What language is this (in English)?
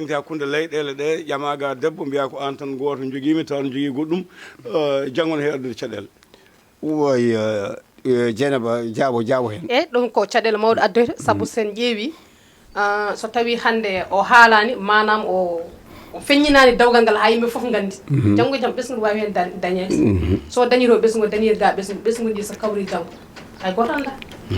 Fula